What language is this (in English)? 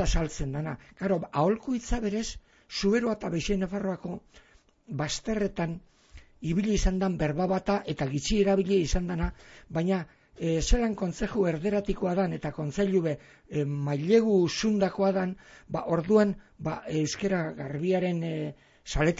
Basque